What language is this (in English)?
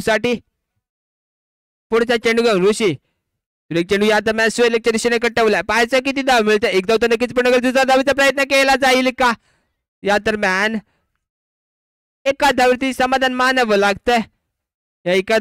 Marathi